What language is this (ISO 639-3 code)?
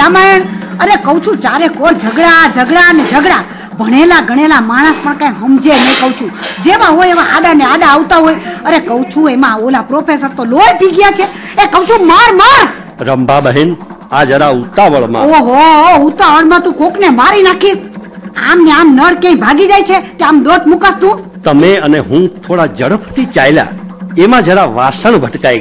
guj